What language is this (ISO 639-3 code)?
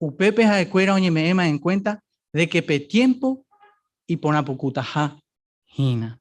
grn